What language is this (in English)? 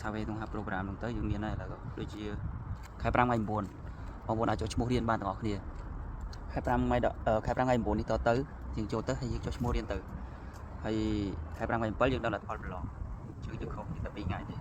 Khmer